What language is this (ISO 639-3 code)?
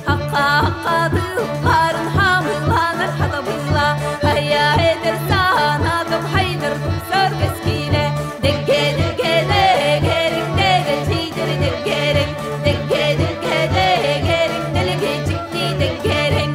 sah